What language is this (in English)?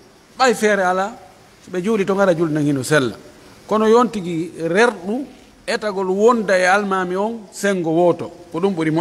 Pular